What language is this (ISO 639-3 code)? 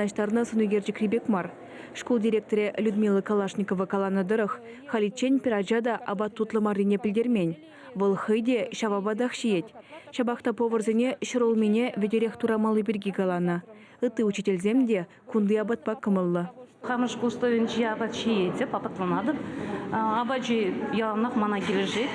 chv